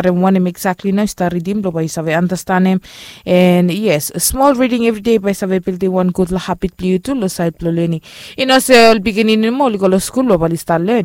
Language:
Bislama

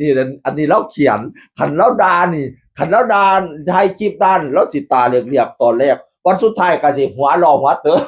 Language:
Northeastern Thai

